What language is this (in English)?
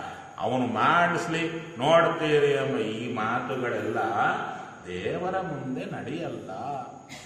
Kannada